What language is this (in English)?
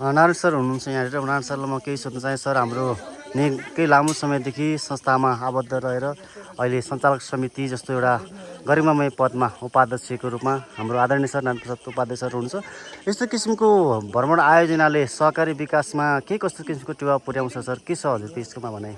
Nepali